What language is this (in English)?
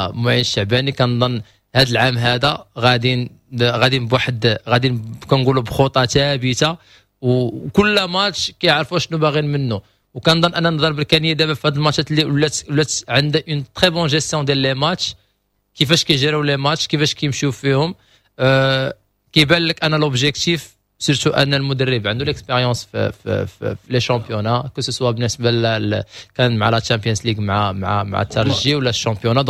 Moroccan Arabic